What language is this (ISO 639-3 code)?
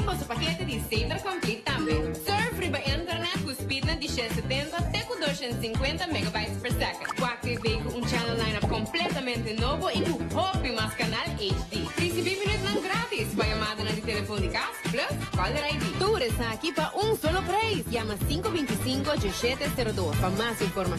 pap